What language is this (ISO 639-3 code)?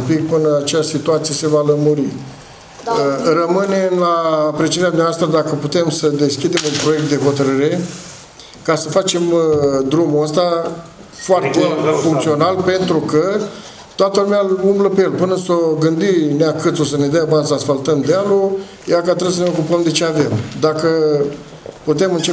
ron